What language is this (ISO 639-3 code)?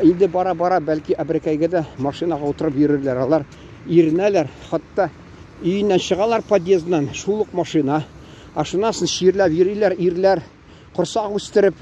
tat